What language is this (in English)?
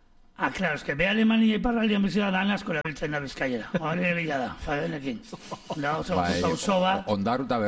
Basque